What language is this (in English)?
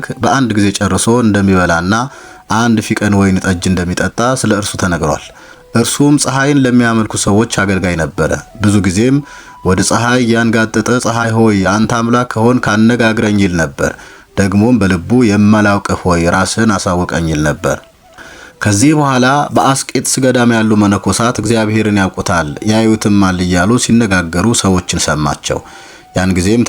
Amharic